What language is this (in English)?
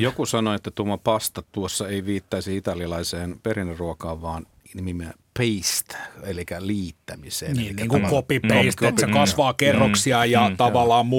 Finnish